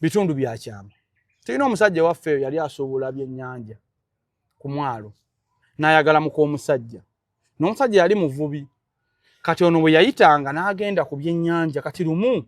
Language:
Ganda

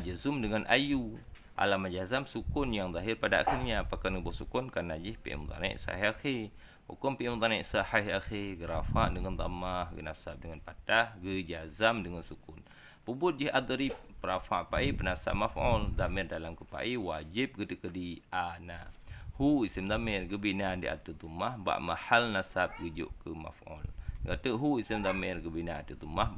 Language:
Achinese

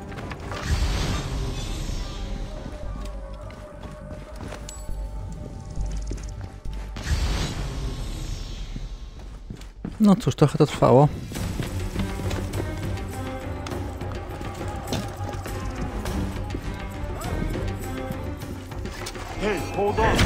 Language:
Polish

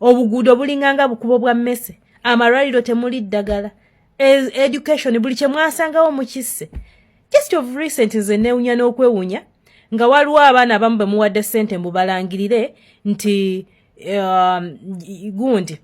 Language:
Ganda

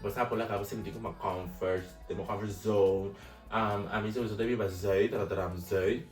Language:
Papiamento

